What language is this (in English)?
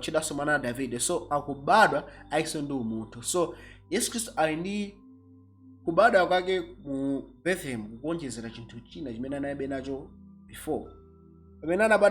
Nyanja